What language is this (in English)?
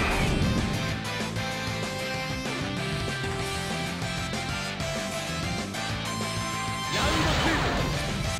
Japanese